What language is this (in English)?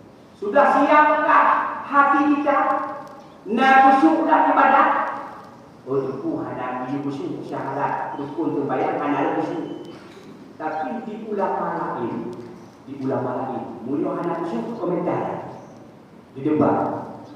Achinese